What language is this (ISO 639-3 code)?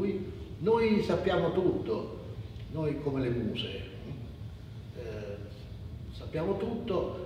ita